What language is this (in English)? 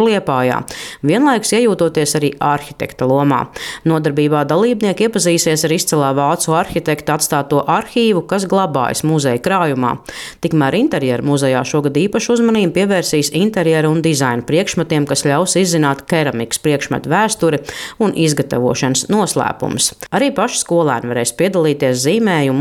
Latvian